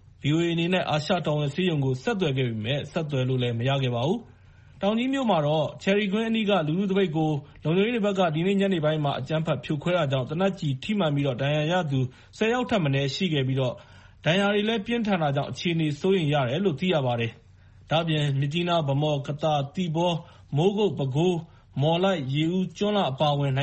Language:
Burmese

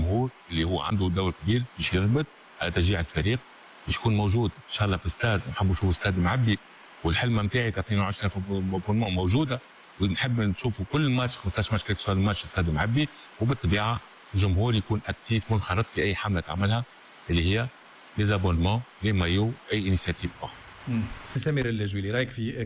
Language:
Tunisian Arabic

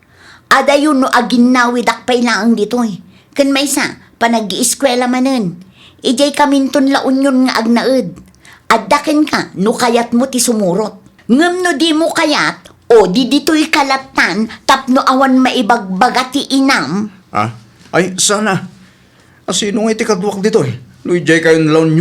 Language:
Iloko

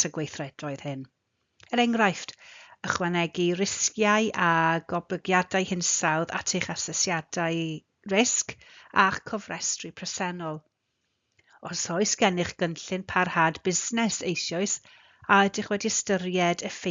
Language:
Welsh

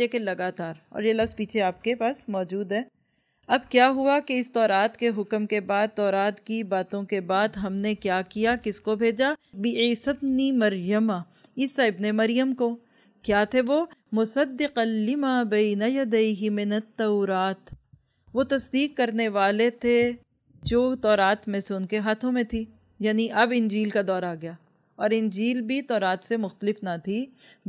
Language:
Urdu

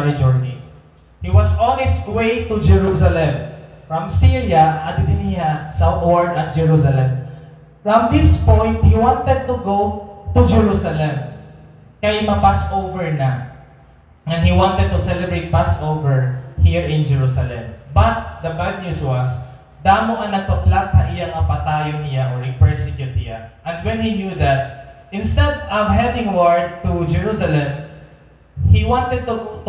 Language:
Waray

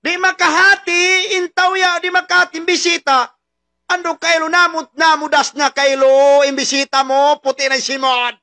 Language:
Tausug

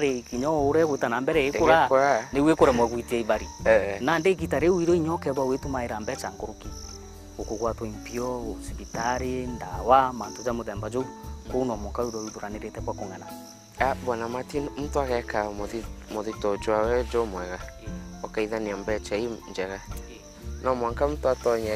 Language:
Meru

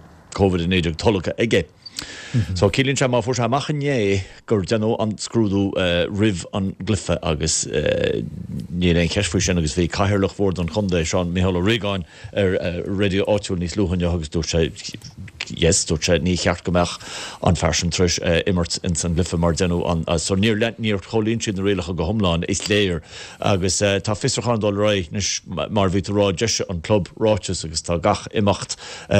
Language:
Irish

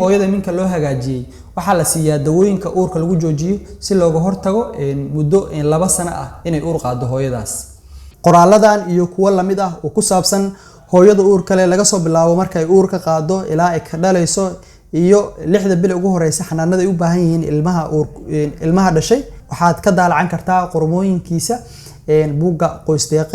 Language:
Somali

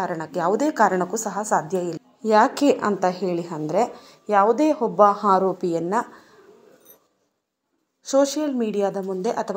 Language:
Kannada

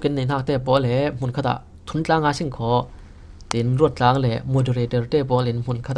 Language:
Falam Chin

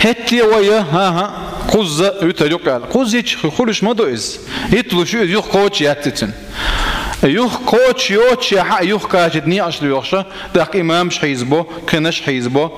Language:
Chechen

